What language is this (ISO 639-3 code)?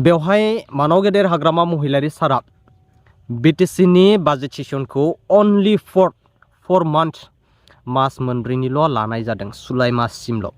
brx